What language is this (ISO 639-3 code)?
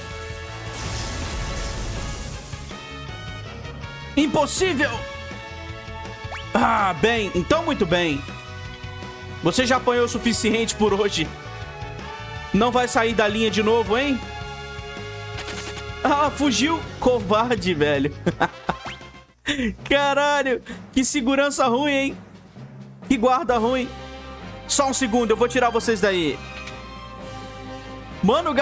por